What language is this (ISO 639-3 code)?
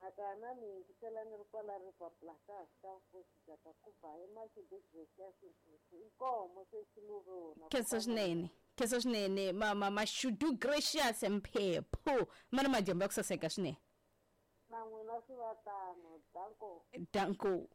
tso